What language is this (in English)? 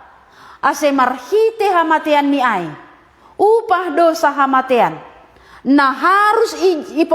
Batak Simalungun